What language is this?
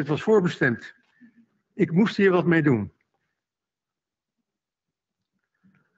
Dutch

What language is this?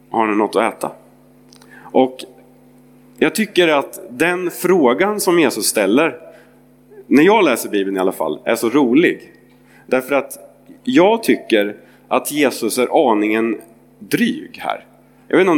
Swedish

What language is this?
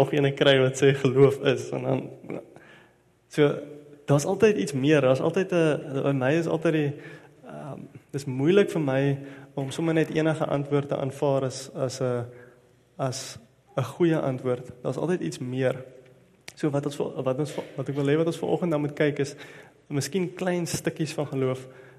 Afrikaans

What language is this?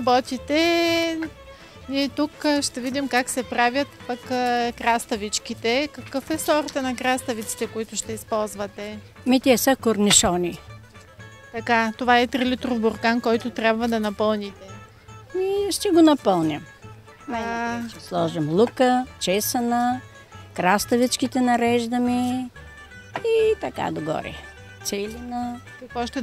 Bulgarian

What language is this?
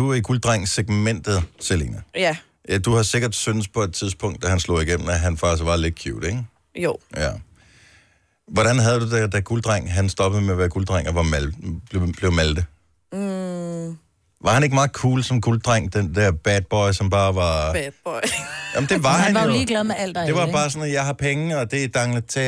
Danish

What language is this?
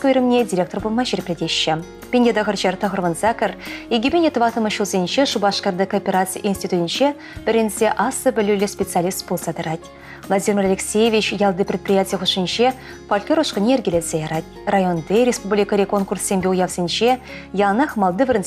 Chuvash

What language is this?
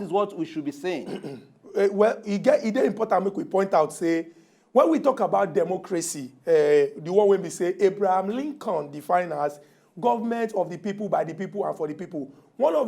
Nigerian Pidgin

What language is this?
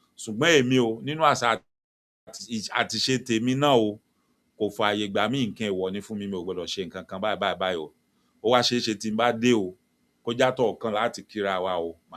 Yoruba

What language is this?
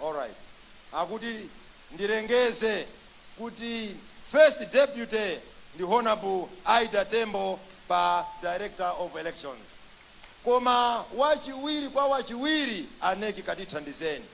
Nyanja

